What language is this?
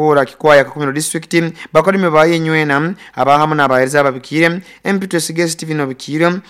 Nyoro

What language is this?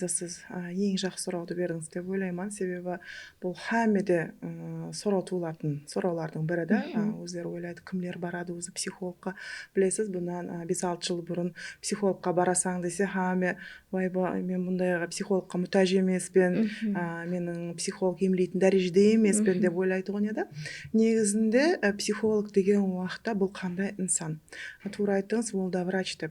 Kara-Kalpak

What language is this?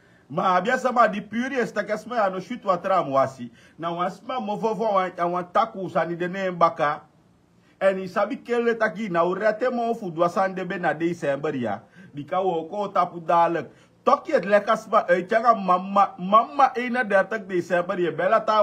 Sranan Tongo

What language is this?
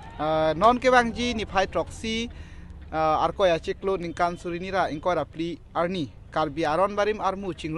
Karbi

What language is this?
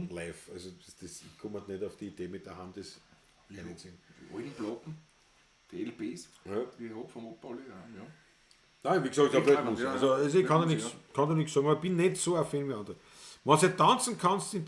Bavarian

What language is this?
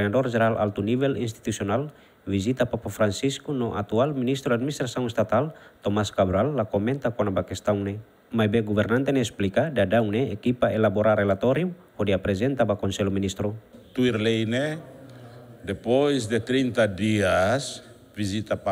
Tetum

